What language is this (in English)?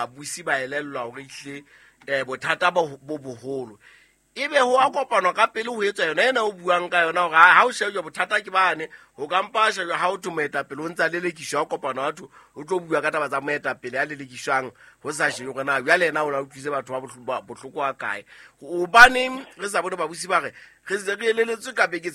Southern Sotho